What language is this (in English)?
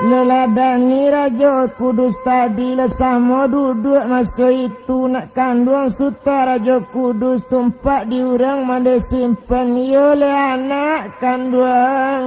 Minangkabau